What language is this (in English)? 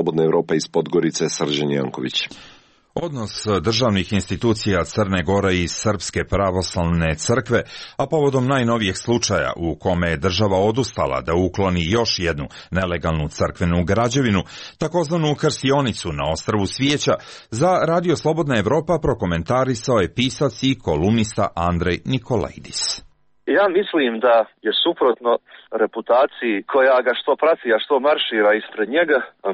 Croatian